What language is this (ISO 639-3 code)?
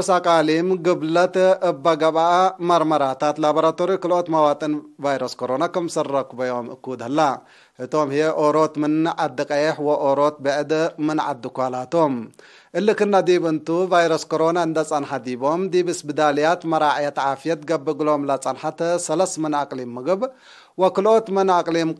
tig